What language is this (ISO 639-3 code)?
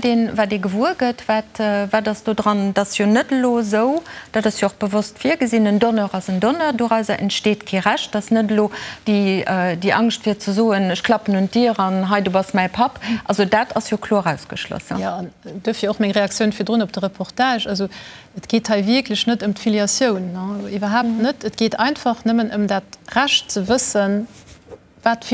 ltz